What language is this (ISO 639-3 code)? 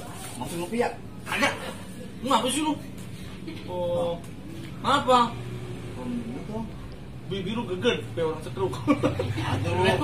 bew